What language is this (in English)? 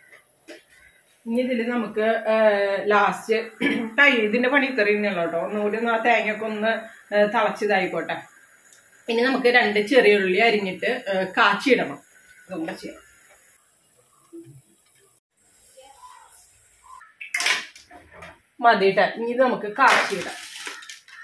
Malayalam